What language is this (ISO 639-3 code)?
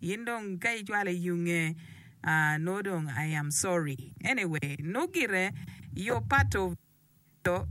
ach